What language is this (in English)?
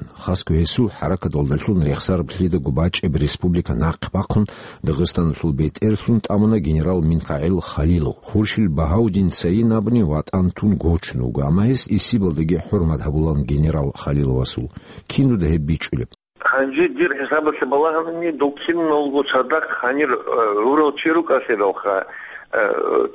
Avaric